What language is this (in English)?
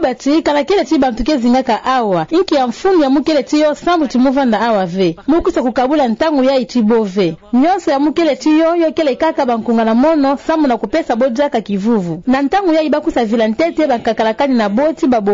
Kituba (Democratic Republic of Congo)